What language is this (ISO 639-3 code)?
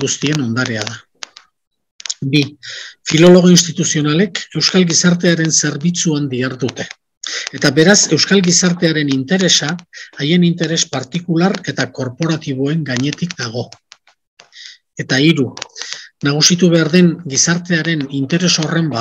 eus